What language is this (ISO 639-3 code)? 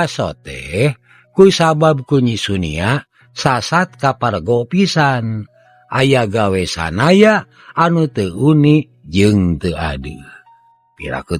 sun